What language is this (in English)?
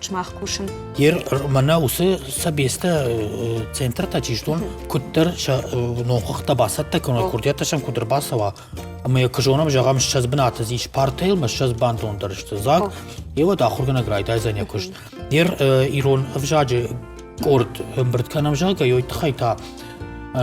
Ossetic